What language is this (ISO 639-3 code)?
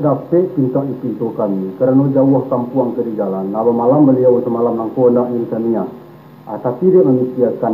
min